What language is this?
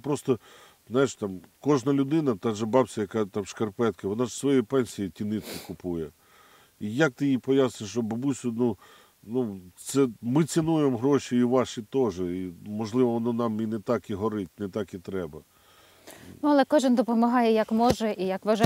Ukrainian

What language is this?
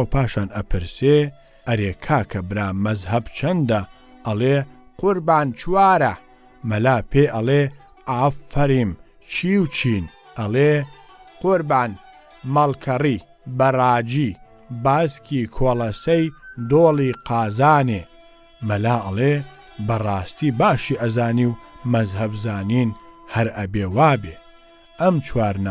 Central Kurdish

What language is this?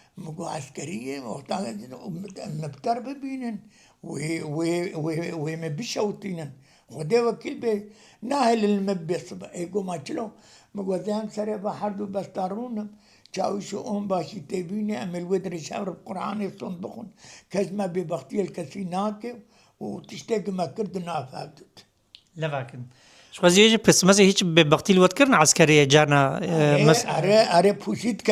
Kurdish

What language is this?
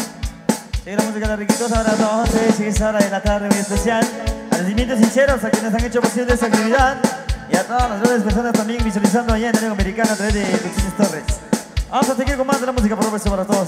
Spanish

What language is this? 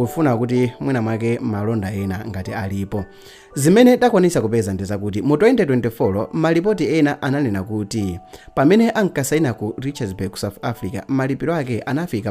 Nyanja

